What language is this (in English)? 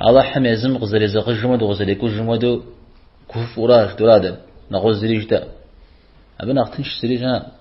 Kabardian